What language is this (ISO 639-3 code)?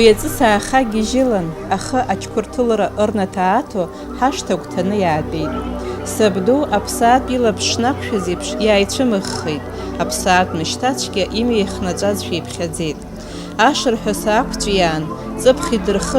abk